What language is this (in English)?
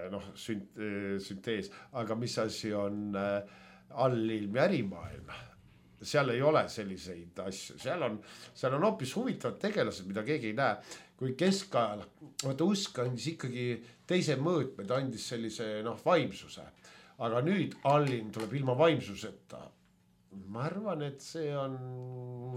Estonian